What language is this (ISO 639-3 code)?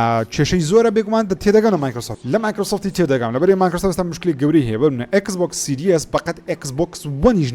ckb